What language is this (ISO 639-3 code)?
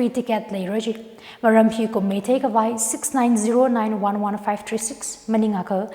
nmf